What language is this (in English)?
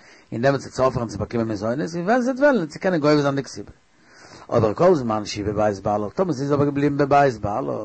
Yiddish